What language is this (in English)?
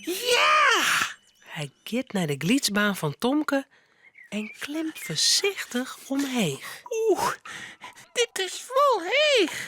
Western Frisian